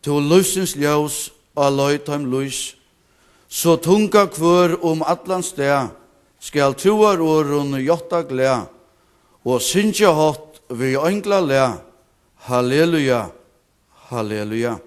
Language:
Faroese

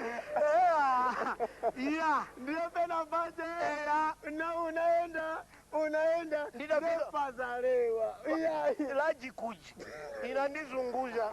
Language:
Nyanja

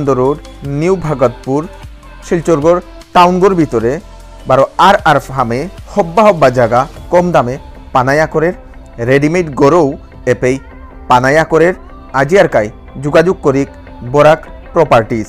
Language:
Bishnupriya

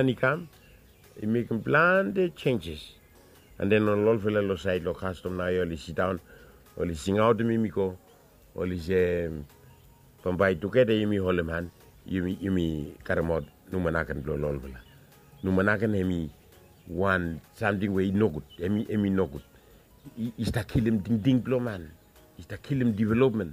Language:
Bislama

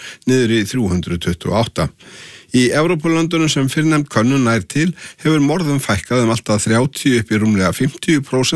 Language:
Icelandic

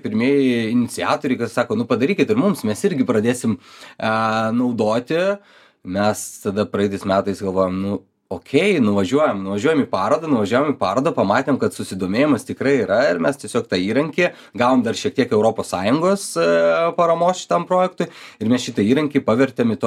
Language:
Lithuanian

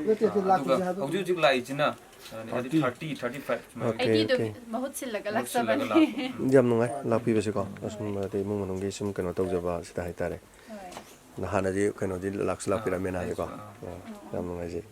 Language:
Manipuri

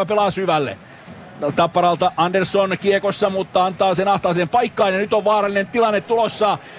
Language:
Finnish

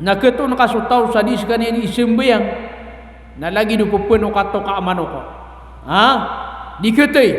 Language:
Maranao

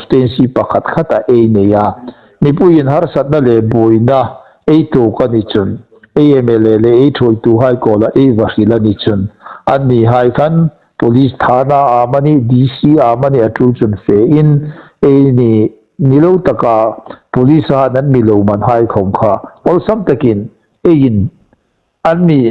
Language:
Hmar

